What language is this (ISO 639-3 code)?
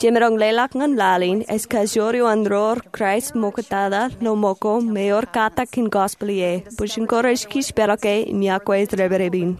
mah